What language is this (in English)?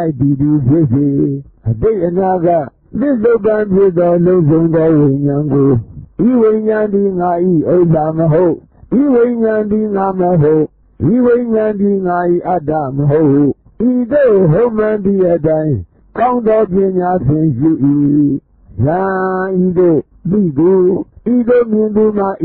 Burmese